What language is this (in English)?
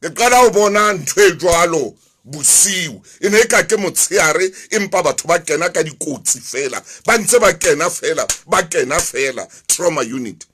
Southern Sotho